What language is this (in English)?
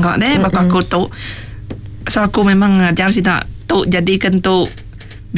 Iban